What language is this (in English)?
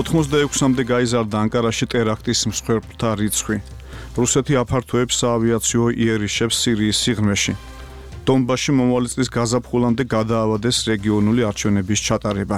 Georgian